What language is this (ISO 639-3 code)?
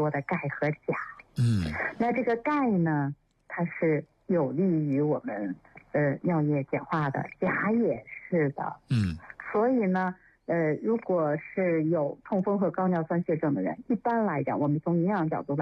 zho